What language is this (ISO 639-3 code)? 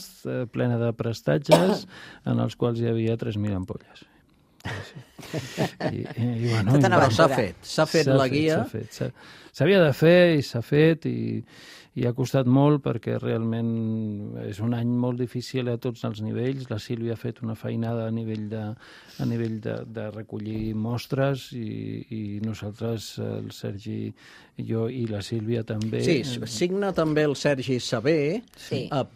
cat